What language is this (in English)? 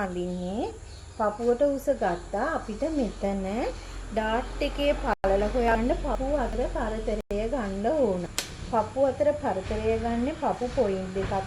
Sinhala